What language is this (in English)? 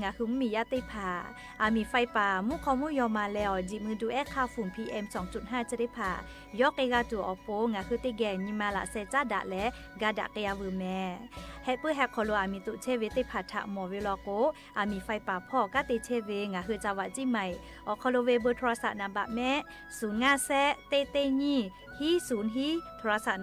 Lahu